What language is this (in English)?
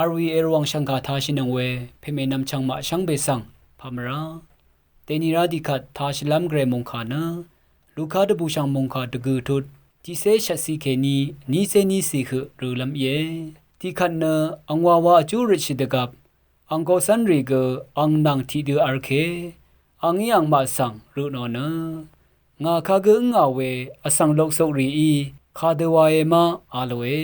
Rawang